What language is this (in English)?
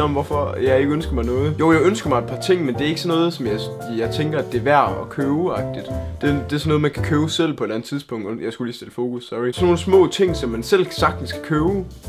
Danish